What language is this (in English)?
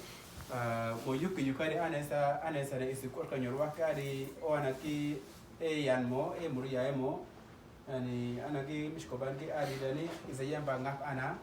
Uduk